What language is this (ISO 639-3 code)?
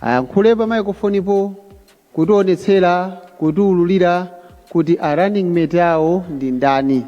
nya